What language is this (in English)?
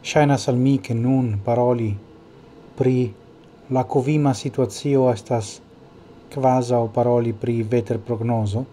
Esperanto